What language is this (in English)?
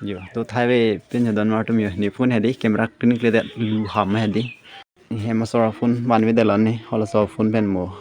Karbi